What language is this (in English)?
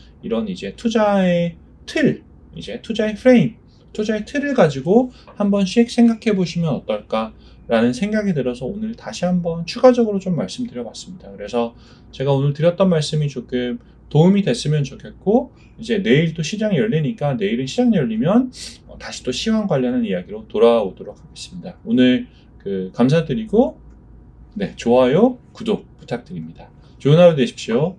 Korean